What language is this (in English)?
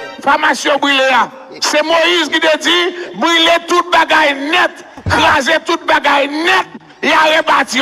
Haitian Creole